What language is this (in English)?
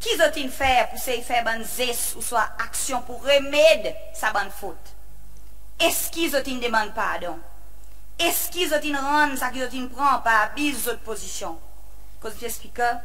Seselwa Creole French